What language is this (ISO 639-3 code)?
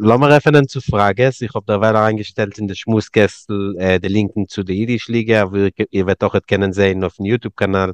yid